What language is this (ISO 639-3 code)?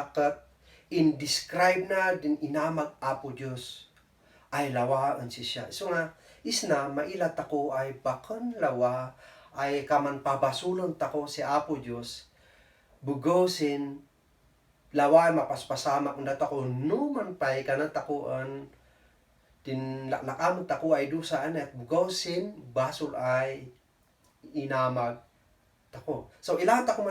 kne